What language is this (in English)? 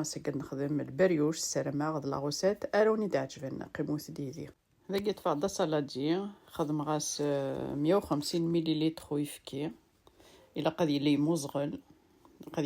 Kabyle